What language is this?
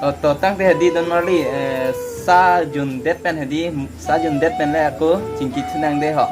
Karbi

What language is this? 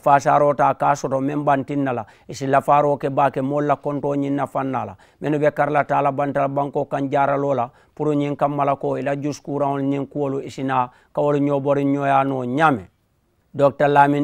Mandingo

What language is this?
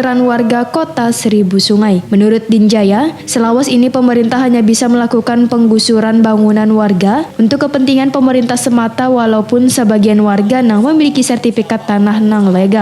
Banjar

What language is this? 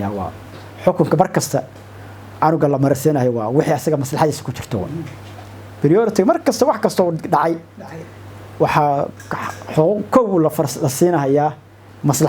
Somali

